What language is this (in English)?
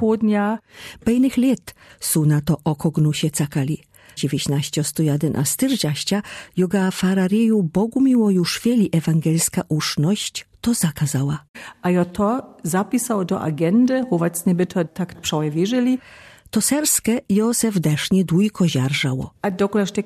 Lower Sorbian